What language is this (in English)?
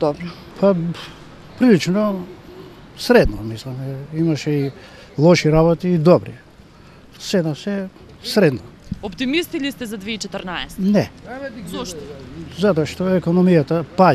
Macedonian